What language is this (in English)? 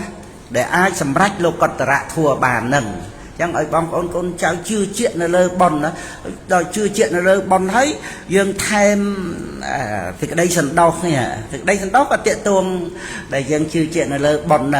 Khmer